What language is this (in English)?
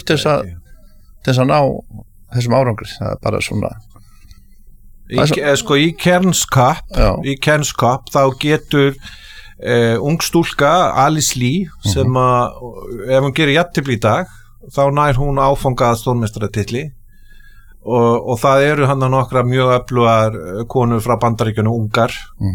Icelandic